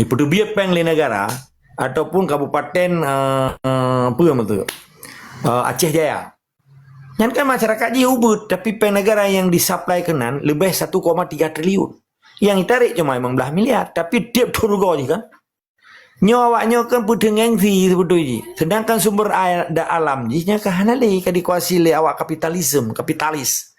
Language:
Achinese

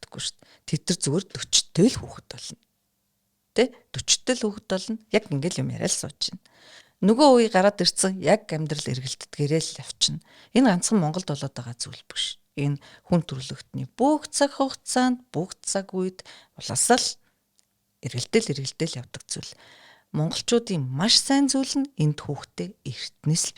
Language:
Mongolian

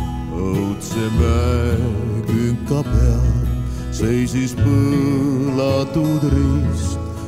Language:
Estonian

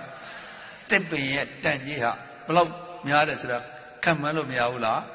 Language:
Burmese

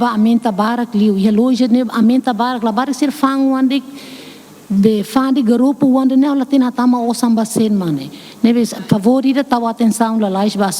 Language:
Tetum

